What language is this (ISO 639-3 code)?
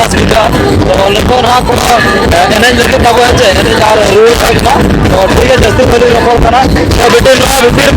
sat